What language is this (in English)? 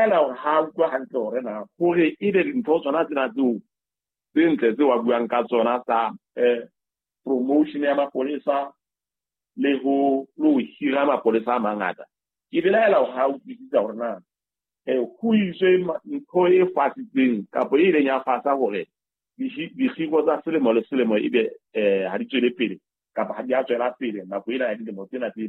Southern Sotho